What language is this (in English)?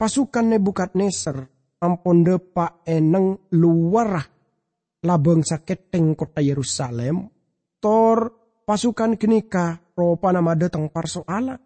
Madurese